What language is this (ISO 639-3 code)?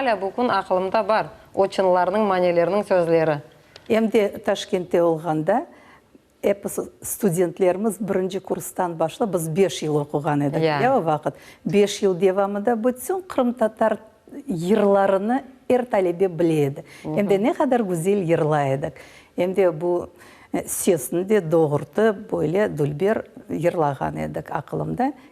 crh